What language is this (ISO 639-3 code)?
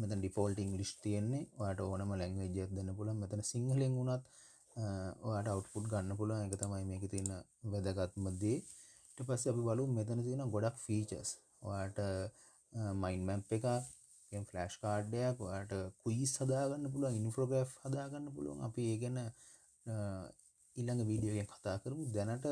sin